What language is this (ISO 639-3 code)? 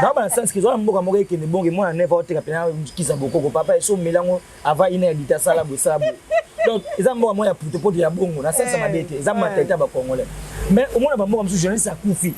lin